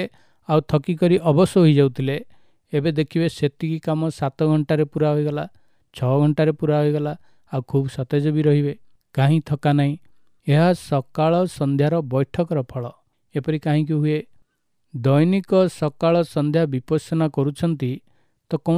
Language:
Odia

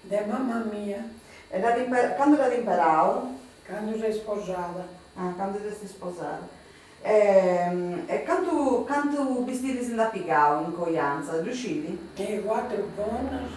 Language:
Sardinian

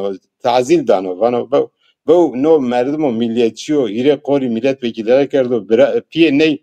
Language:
Zaza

